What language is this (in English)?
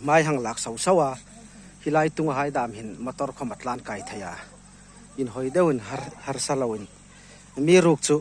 Hmar